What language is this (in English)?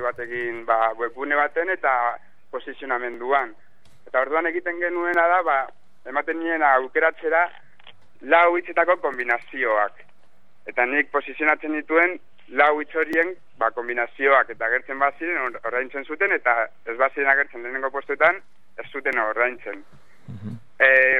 Basque